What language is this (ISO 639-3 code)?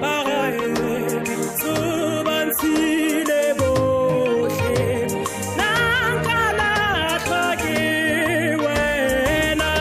tsn